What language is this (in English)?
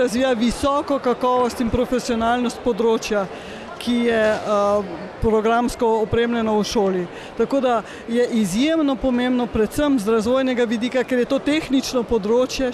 Slovenian